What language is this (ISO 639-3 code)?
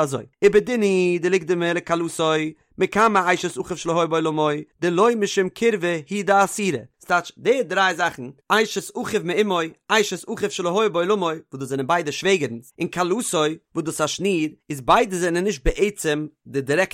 yid